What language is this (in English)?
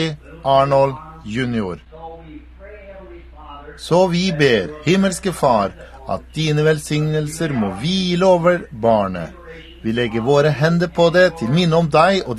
Norwegian